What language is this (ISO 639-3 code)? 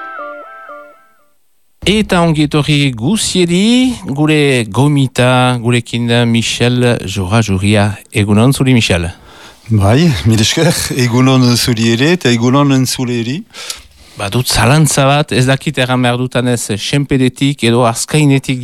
eus